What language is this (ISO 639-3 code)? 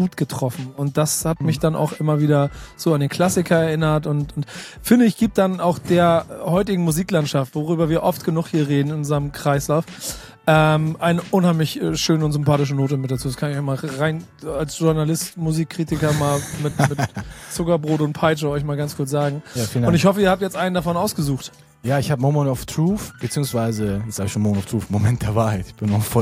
deu